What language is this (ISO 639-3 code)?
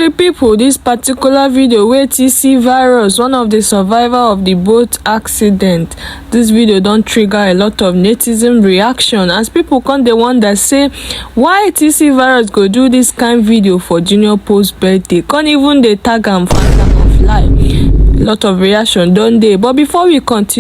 pcm